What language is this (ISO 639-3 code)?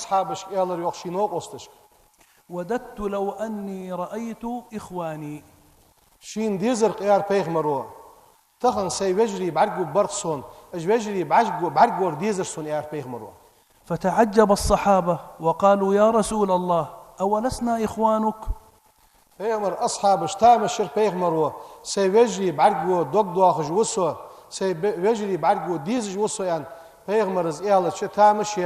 inh